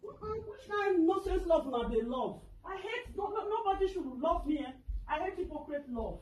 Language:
Nigerian Pidgin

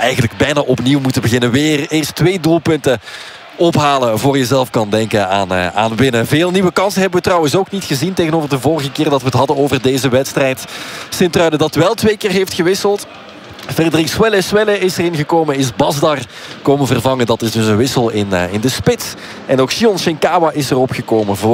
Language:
Dutch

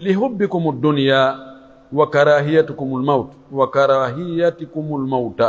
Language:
Pular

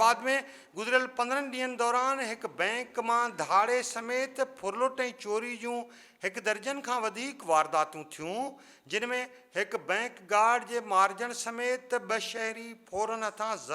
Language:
Sindhi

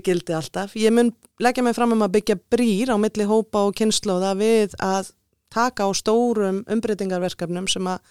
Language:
Icelandic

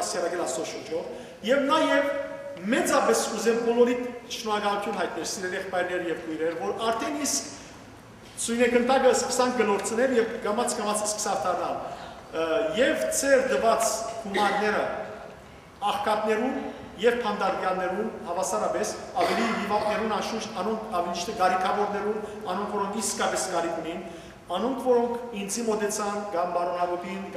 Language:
Western Armenian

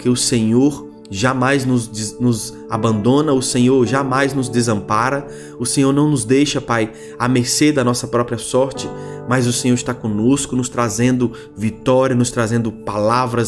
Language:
Portuguese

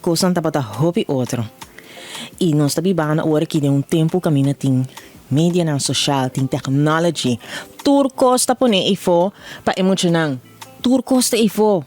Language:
Papiamento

